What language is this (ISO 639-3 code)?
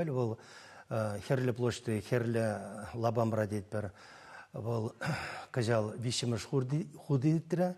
chv